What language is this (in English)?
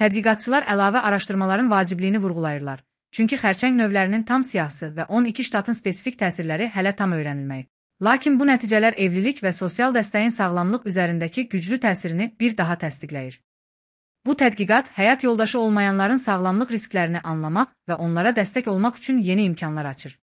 Azerbaijani